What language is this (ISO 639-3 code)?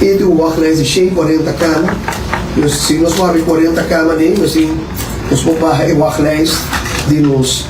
pap